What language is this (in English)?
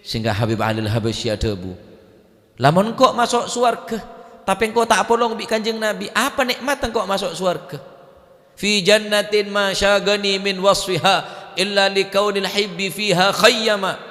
Madurese